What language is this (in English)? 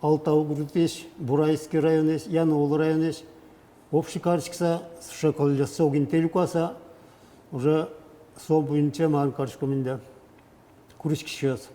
Udmurt